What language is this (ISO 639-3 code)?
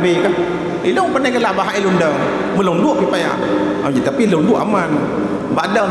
ace